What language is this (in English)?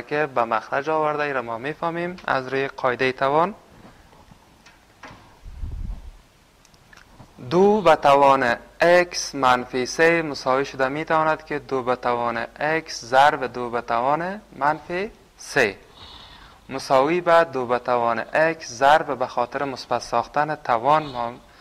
Persian